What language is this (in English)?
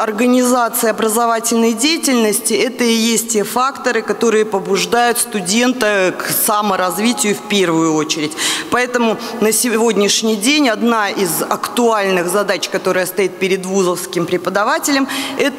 Russian